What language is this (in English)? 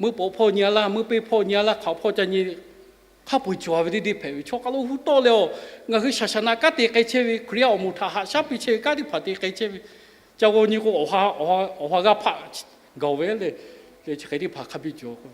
Lahu